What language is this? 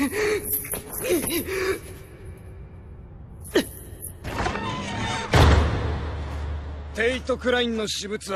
Japanese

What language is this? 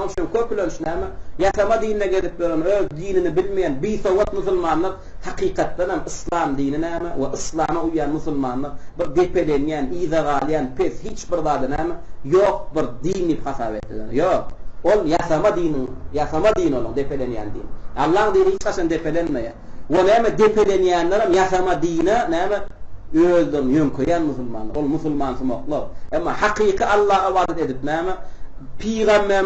Turkmen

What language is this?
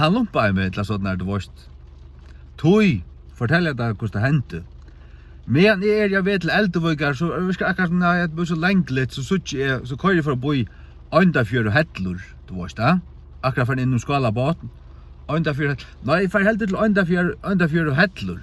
Faroese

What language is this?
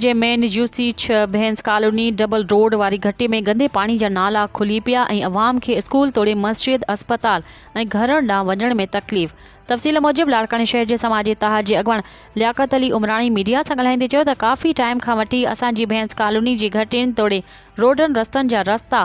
Sindhi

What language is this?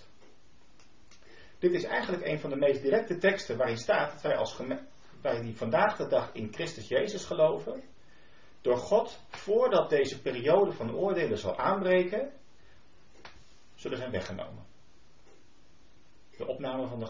Dutch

